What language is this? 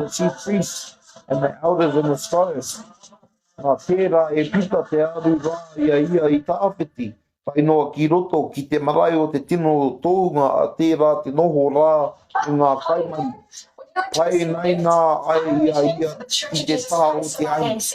Māori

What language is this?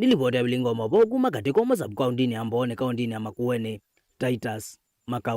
Kamba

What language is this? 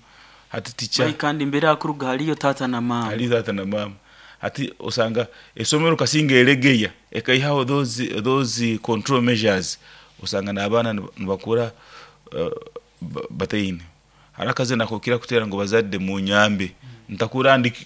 Nyoro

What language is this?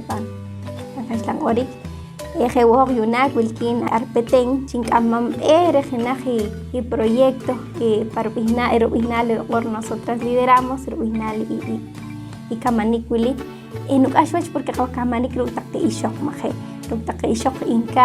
Poqomchi'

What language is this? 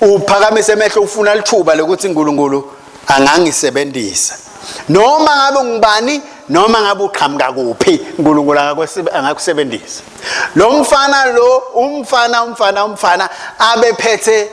Swati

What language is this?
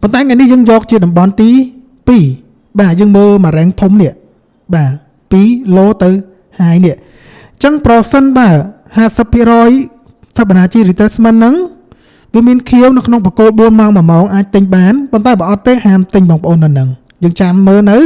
Khmer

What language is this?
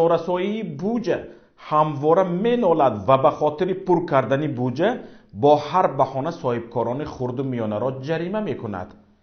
Tajik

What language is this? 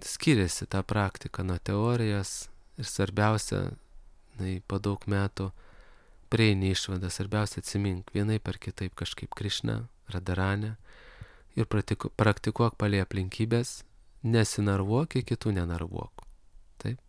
Lithuanian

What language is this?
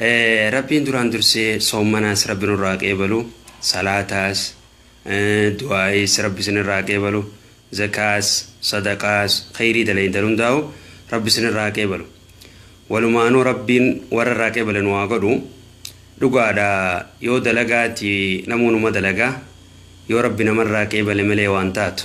Oromo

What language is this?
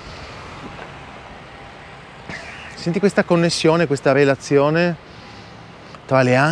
Italian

